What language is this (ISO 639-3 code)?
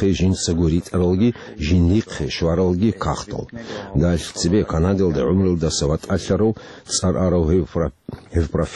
ava